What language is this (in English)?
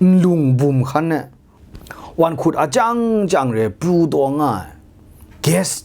Kachin